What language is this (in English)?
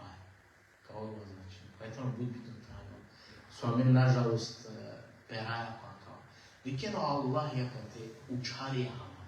Balkan Romani